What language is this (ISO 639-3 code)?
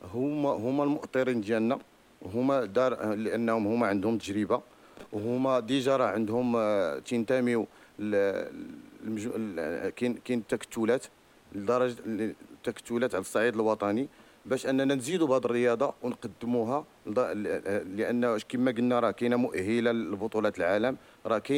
ary